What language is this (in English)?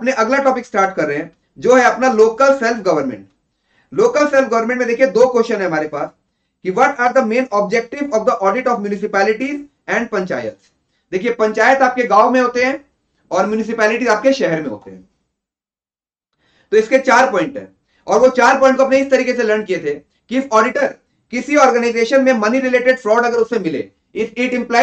Hindi